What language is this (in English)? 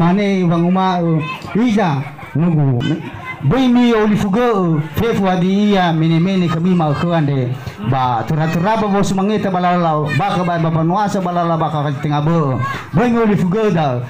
Nias